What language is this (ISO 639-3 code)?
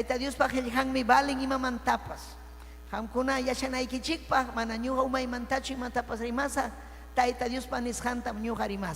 quy